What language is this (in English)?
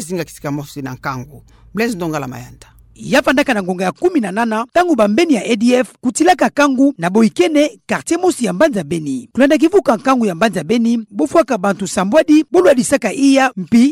Kituba (Democratic Republic of Congo)